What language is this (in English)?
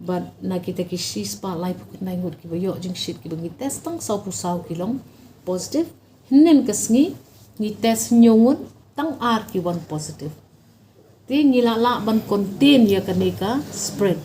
Khasi